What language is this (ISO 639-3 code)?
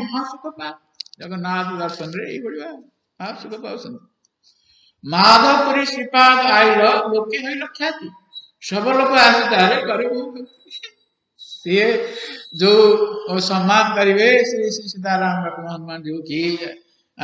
ori